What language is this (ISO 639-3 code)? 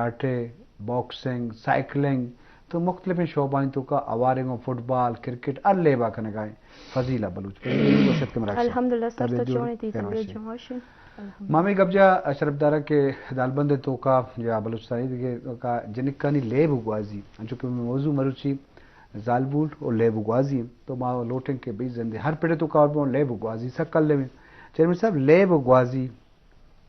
bgp